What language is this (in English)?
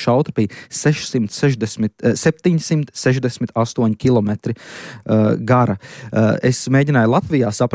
Latvian